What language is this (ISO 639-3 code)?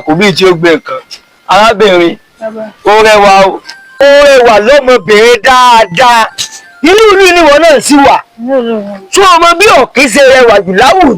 yor